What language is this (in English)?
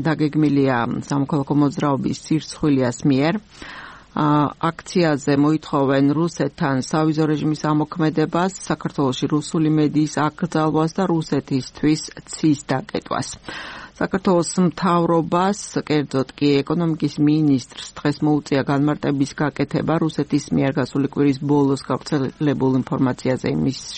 Georgian